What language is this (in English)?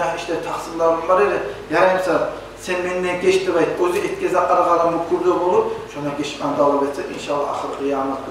Kumyk